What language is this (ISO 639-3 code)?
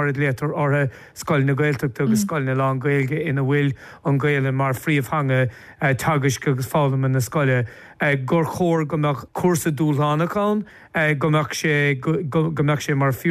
gle